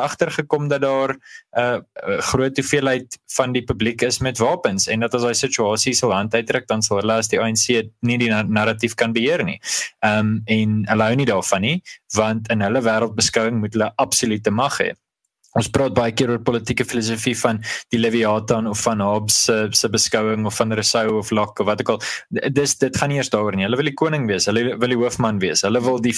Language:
Afrikaans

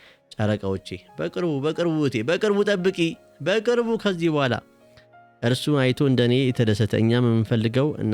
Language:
Amharic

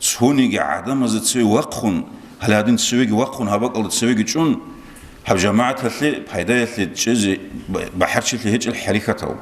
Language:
Avaric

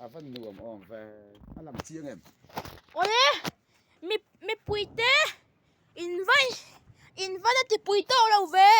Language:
Mizo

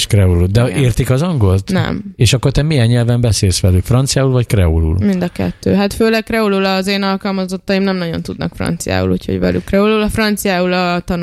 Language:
Hungarian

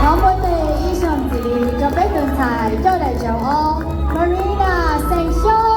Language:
Hmong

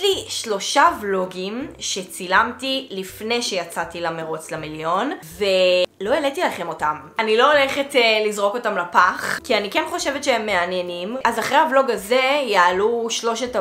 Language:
Hebrew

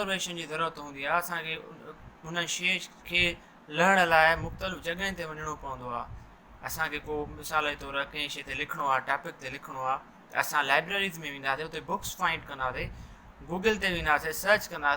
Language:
Sindhi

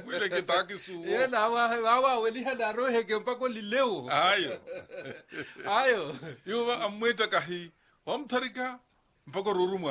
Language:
Swahili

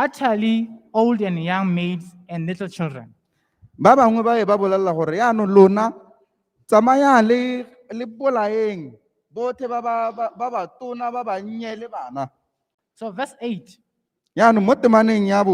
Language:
Tswana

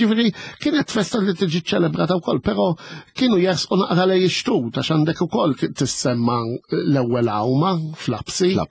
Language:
Maltese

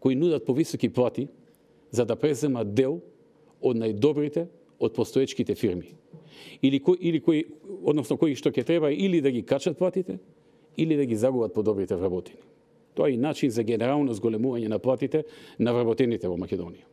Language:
Macedonian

